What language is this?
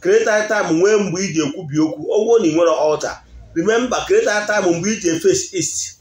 Igbo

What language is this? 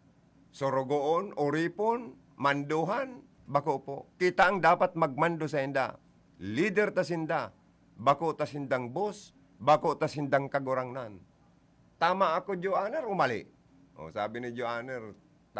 Bikol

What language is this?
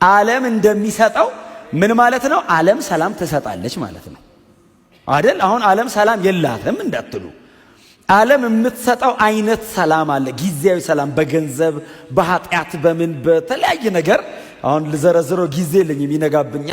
Amharic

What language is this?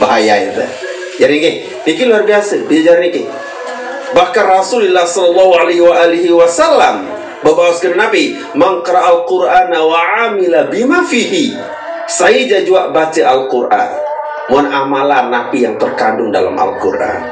Sasak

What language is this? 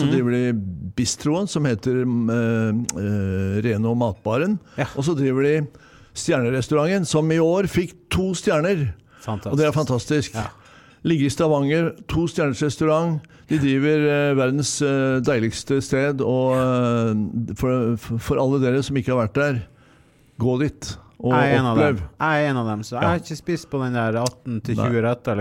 Norwegian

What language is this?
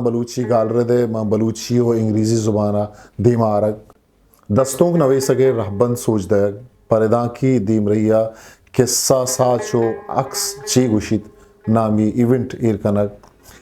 Eastern Balochi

